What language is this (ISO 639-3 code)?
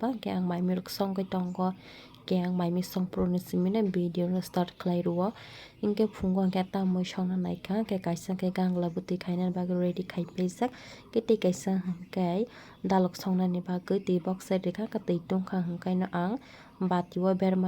trp